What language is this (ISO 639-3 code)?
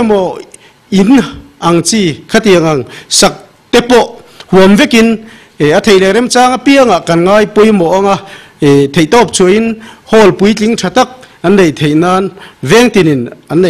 lus